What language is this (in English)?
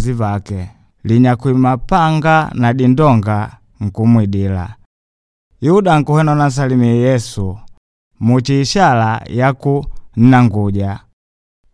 Makonde